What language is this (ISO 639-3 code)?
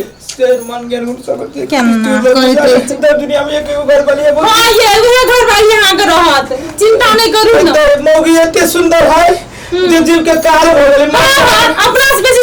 mai